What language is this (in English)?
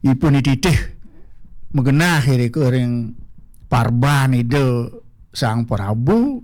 Balinese